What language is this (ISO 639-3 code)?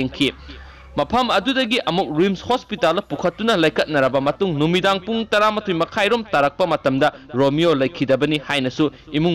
mni